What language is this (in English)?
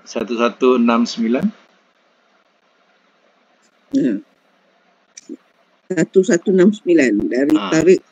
Malay